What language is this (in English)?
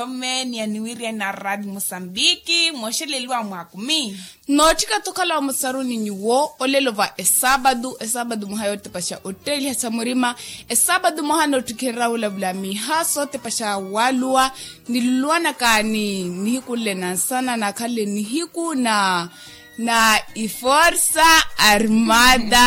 Makhuwa